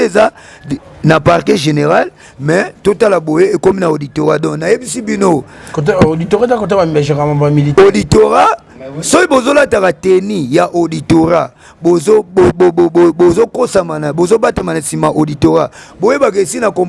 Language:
Lingala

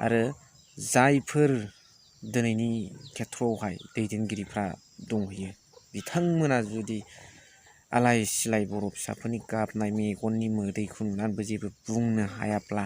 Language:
Bodo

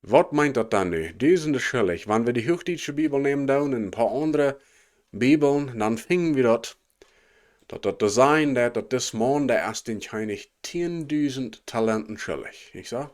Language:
Plautdietsch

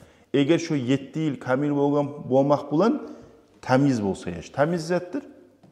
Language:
Kumyk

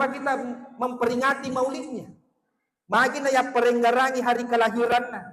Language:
Buginese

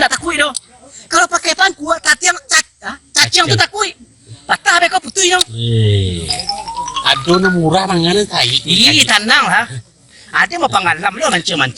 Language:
Minangkabau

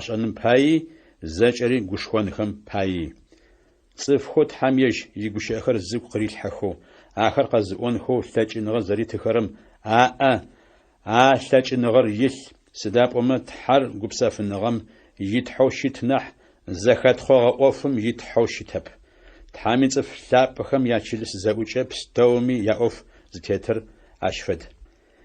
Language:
Adyghe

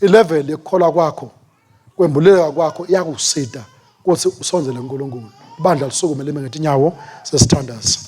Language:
Swati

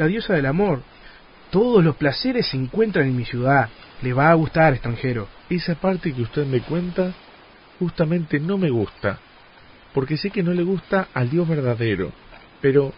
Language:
Spanish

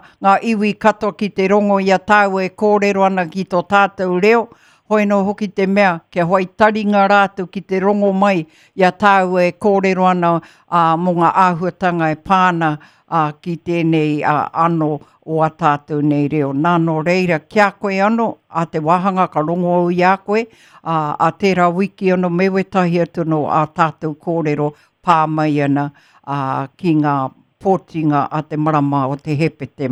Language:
Māori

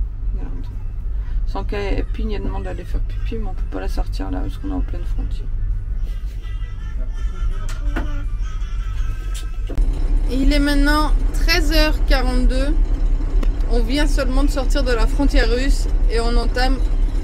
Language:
French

